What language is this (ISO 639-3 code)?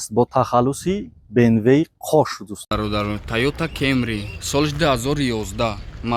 tgk